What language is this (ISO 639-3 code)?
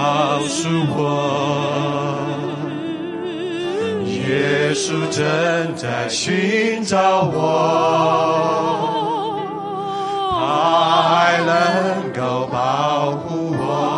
zho